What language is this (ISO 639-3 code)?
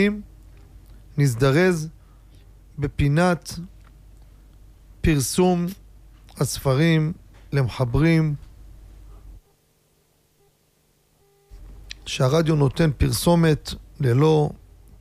heb